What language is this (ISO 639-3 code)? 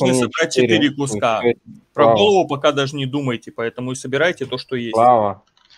rus